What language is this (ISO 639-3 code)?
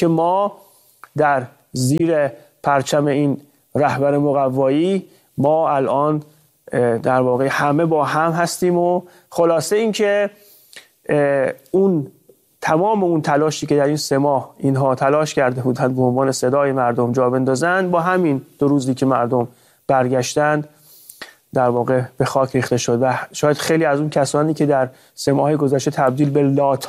fas